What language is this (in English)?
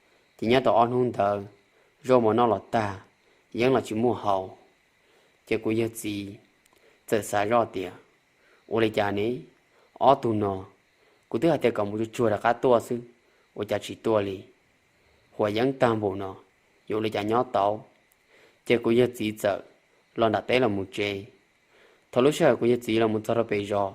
Hmong